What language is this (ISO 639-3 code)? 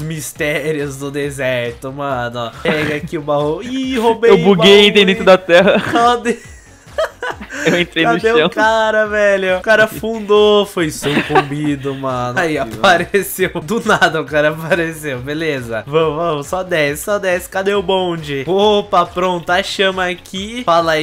por